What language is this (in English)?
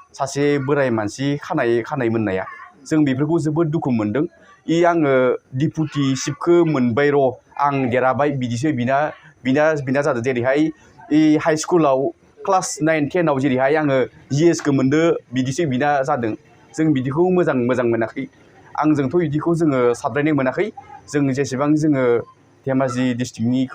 Bodo